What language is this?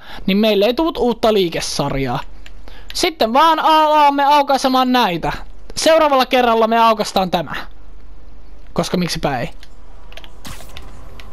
Finnish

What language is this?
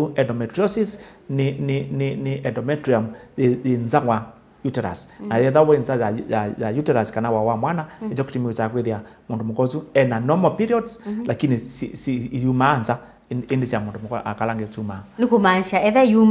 Kamba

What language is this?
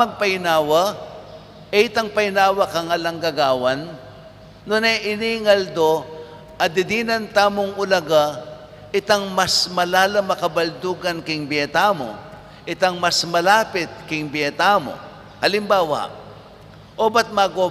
Pampanga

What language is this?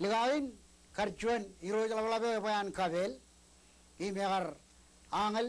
Marshallese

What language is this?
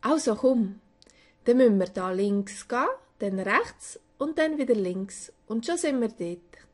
Swiss German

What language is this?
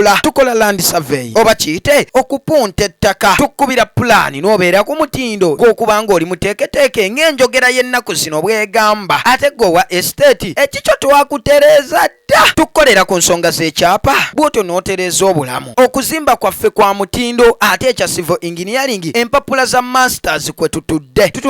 Ganda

